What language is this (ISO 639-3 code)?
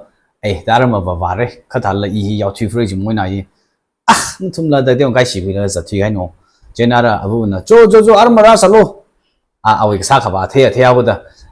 nmf